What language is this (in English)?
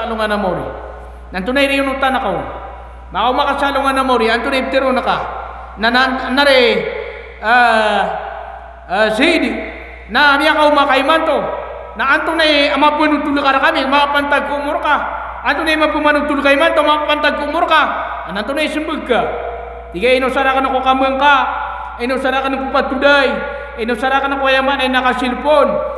Maranao